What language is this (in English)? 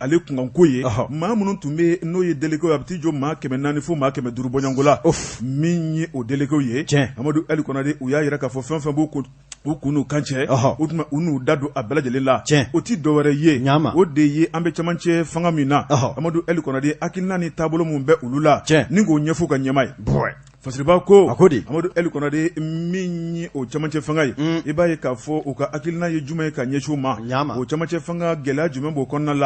Bambara